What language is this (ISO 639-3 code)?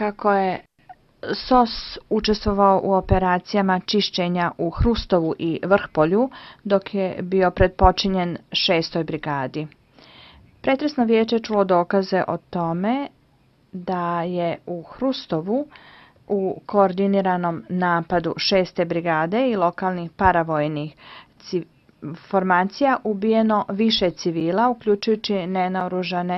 srp